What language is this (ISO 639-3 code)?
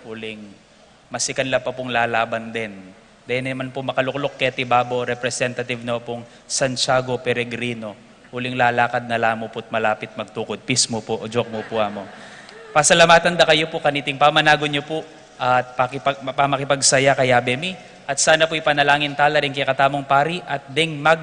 pam